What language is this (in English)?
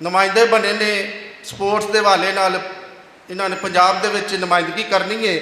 Western Panjabi